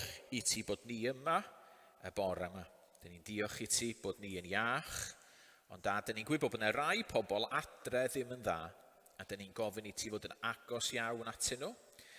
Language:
Welsh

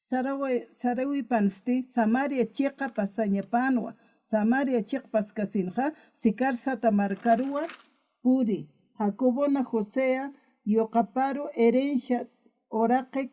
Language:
Aymara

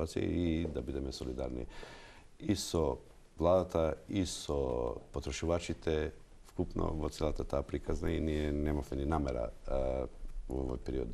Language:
Macedonian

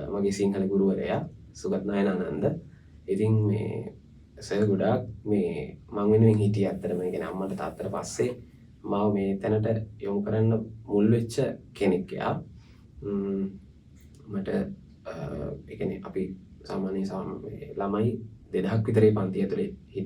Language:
Sinhala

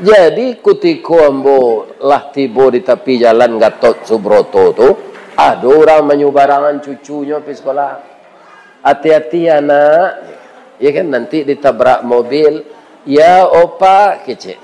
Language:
Minangkabau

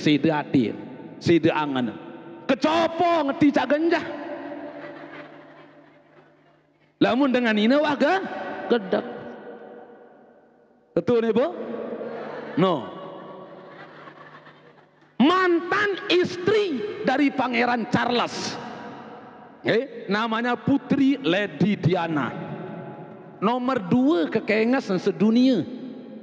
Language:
Sasak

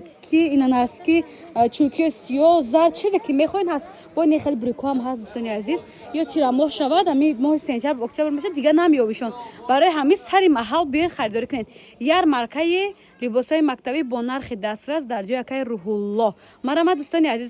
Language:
Tajik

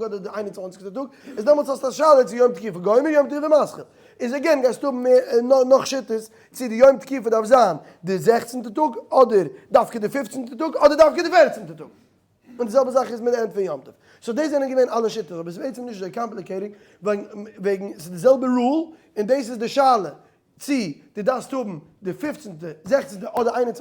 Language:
Yiddish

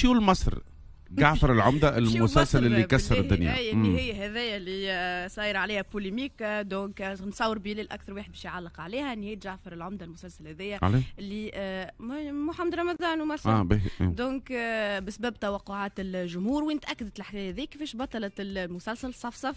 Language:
Tunisian Arabic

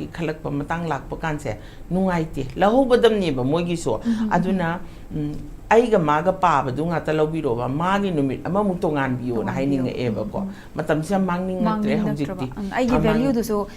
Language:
Manipuri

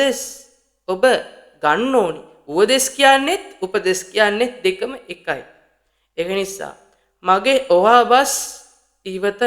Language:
Sinhala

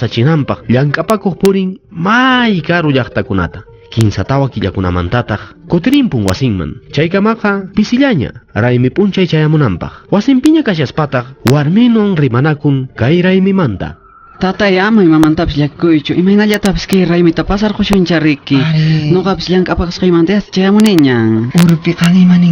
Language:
Quechua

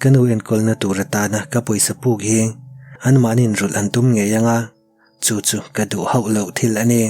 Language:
Mizo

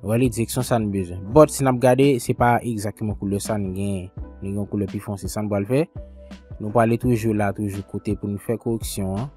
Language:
Haitian Creole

